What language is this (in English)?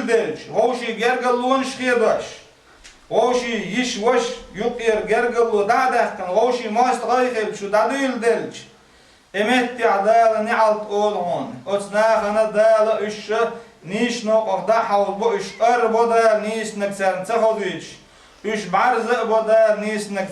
Chechen